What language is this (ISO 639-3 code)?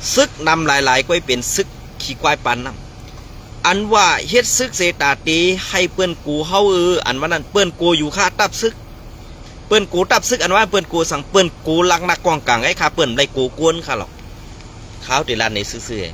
shn